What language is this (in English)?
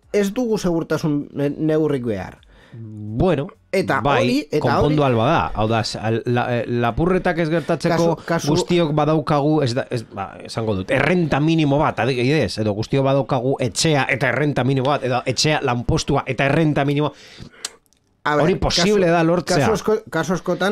Basque